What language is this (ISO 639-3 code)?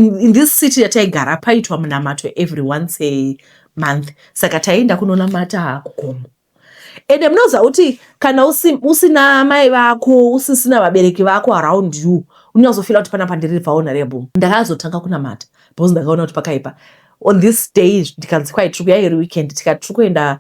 sna